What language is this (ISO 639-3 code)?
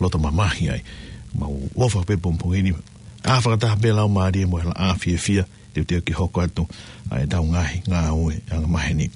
ton